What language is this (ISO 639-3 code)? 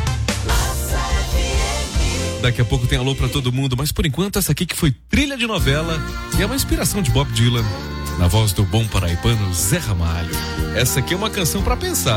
por